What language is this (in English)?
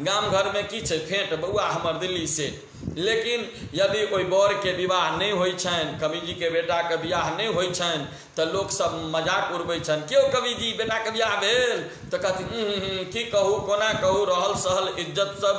Maithili